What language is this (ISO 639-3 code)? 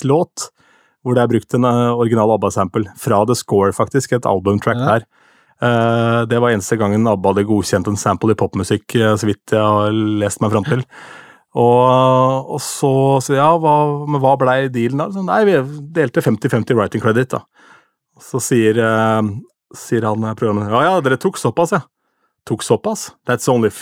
nor